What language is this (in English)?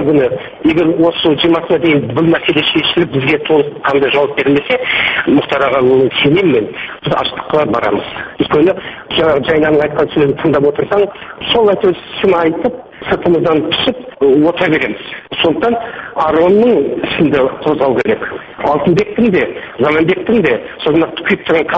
Kazakh